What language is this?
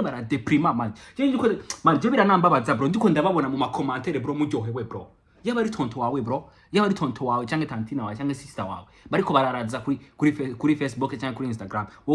Rundi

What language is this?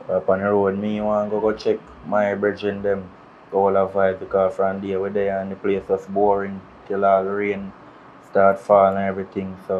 Jamaican Creole English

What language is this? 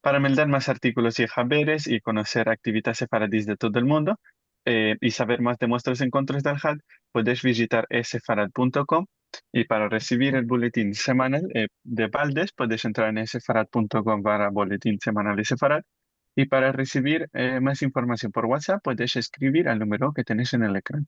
Ladino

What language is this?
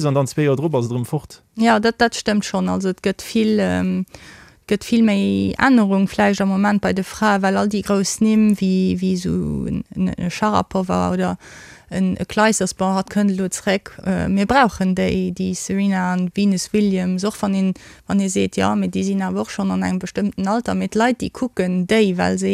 Luxembourgish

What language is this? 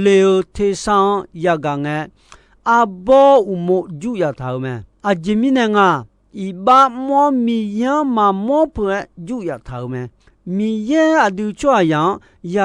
Akha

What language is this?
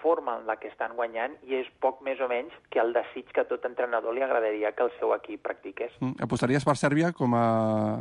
Catalan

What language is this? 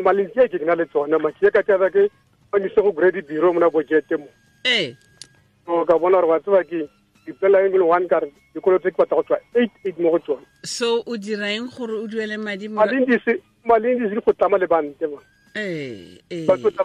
Tswana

